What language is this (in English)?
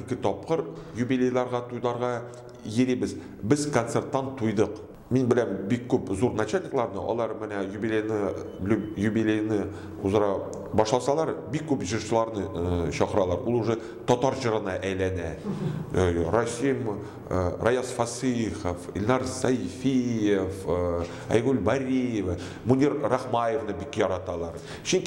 Tatar